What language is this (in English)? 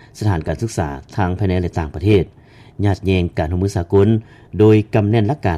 Lao